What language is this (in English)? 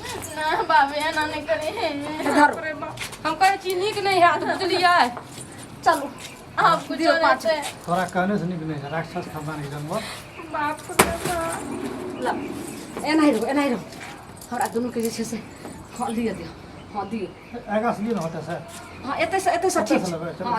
Maithili